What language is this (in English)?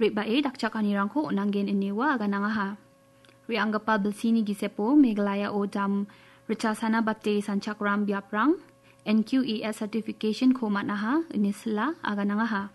Garo